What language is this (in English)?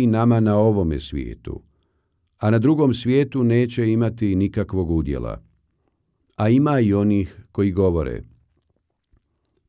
Bosnian